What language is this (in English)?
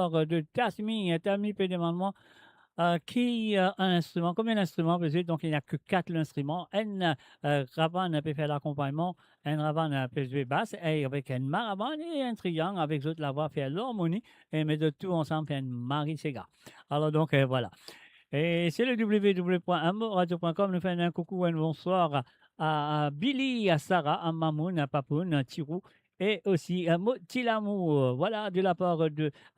Morisyen